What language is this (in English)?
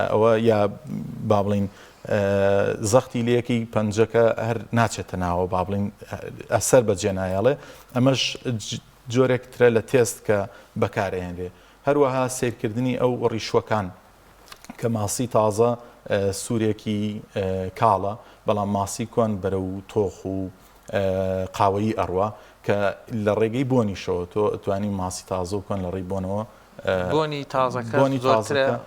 Central Kurdish